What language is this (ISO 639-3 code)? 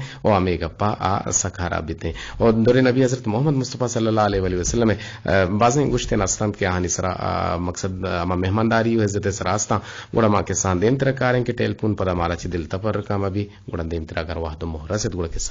bgp